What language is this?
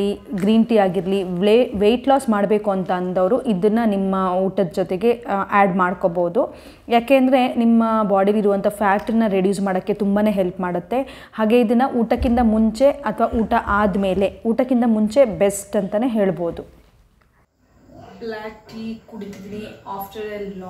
Kannada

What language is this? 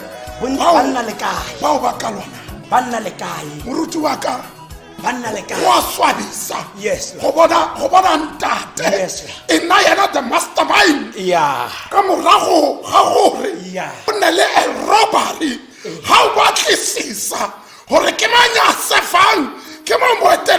Tswana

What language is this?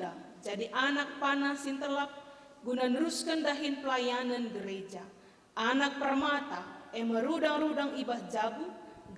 Batak Karo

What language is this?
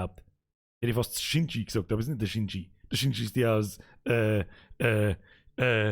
Bavarian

